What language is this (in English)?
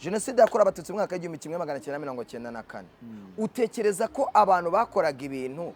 Kinyarwanda